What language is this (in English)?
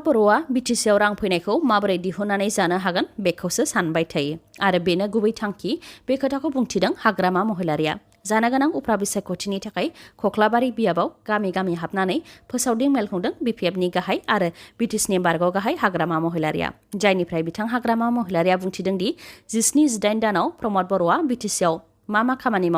Bodo